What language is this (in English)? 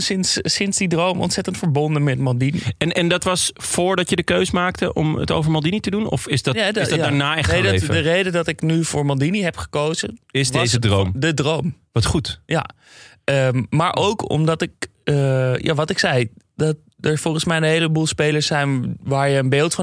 Dutch